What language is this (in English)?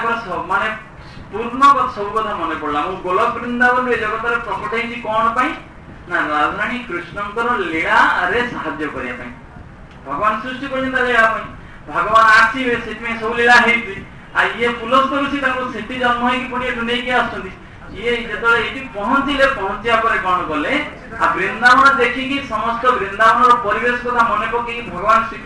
Odia